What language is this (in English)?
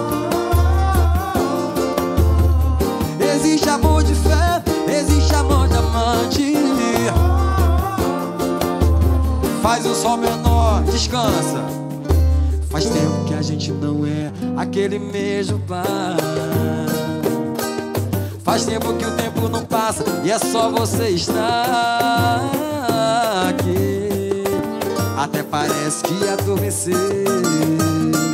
Portuguese